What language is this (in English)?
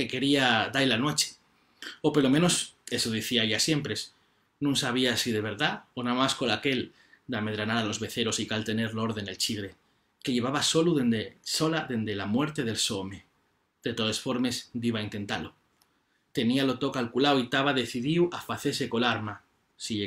Asturian